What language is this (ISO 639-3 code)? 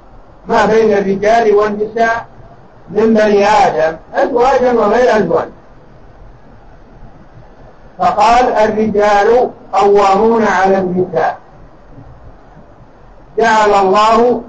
ara